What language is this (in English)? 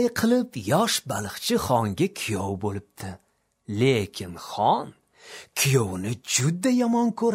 Uzbek